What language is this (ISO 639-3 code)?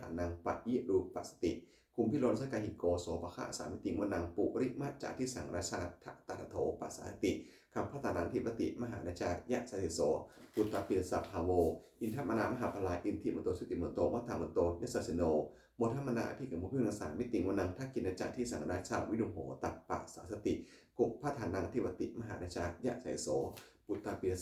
pli